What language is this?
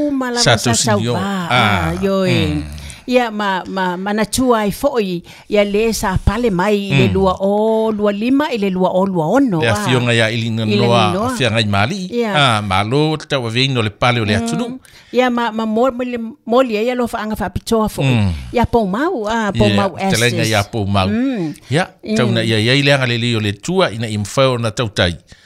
Samoan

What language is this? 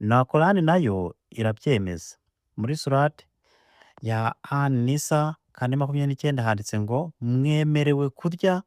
Kinyarwanda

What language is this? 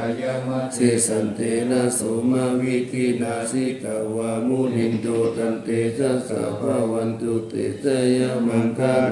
Pali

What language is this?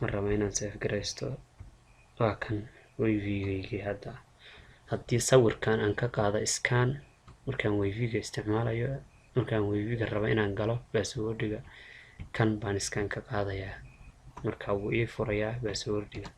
Somali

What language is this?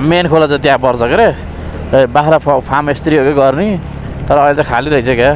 Nepali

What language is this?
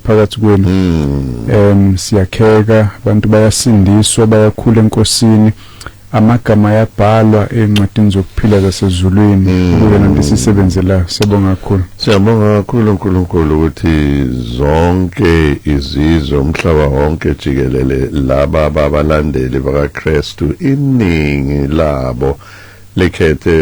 Zulu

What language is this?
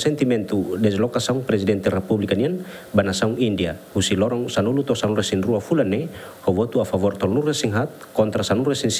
Tetum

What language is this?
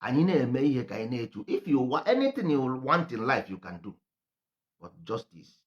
Igbo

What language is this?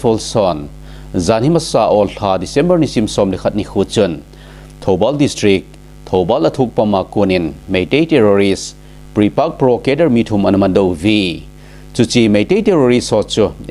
Thado Chin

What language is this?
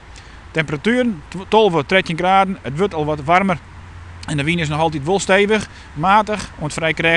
Western Frisian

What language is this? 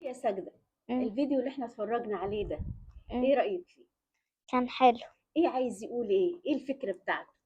Egyptian Arabic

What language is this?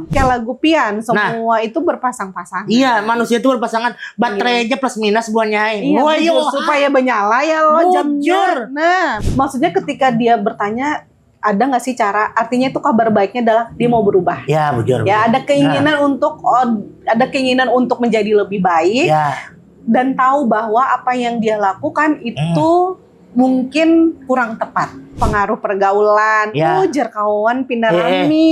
Banjar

